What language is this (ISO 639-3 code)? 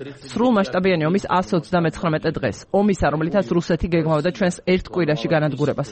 kat